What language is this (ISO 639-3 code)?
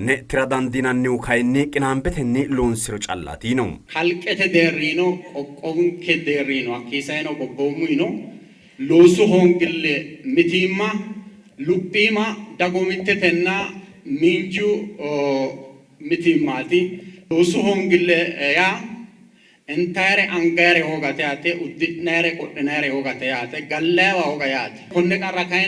sid